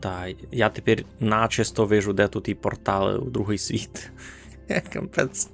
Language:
Rusyn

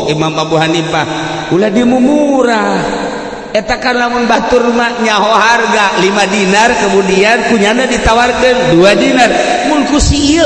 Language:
Sundanese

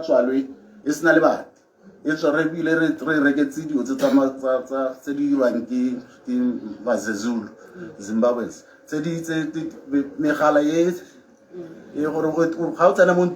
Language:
Tswana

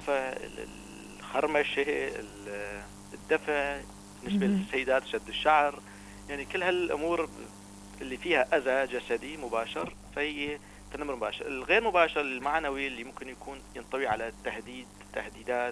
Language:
North Levantine Arabic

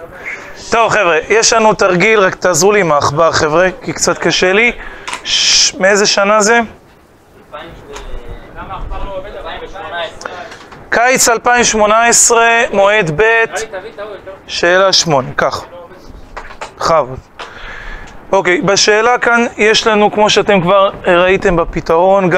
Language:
Hebrew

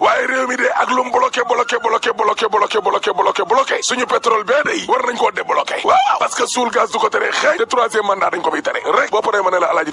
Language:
Wolof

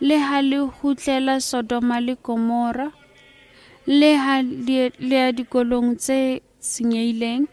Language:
Southern Sotho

